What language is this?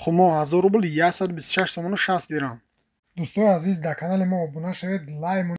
Tajik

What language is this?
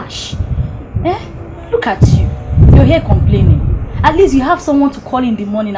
Nigerian Pidgin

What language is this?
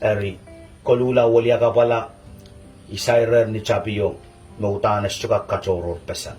Pohnpeian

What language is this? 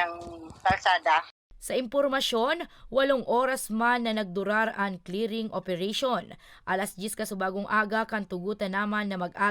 Bikol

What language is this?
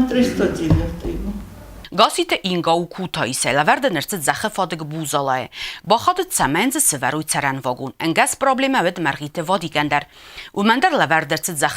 Ossetic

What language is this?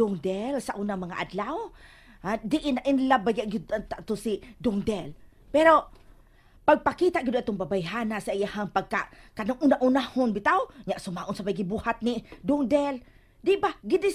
Cebuano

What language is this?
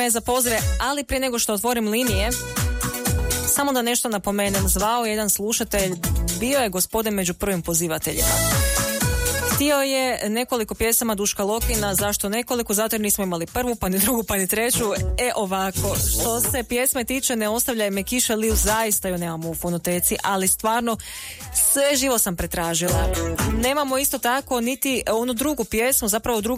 Croatian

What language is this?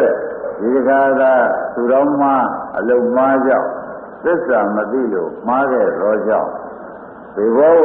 Burmese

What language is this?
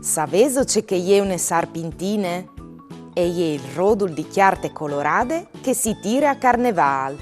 Friulian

